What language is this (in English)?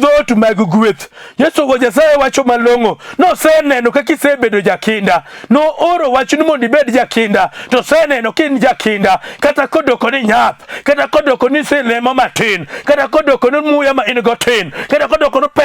Luo (Kenya and Tanzania)